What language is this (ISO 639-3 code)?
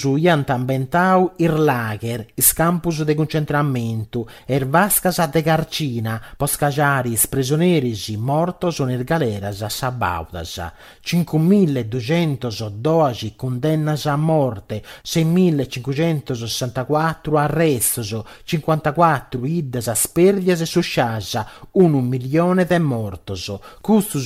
srd